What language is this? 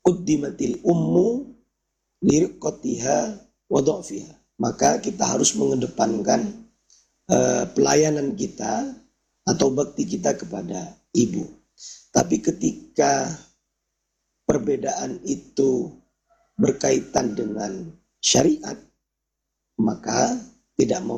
Indonesian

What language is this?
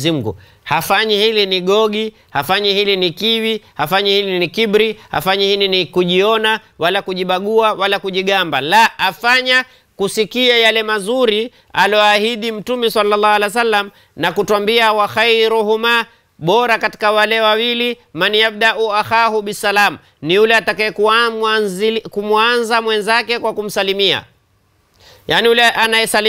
Swahili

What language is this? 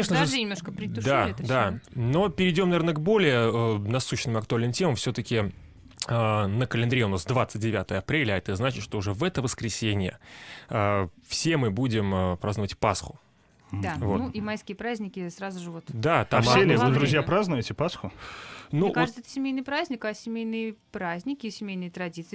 Russian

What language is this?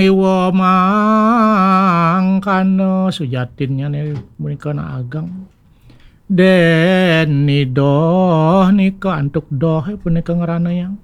Balinese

